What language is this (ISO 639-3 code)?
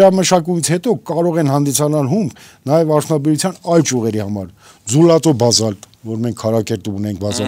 hye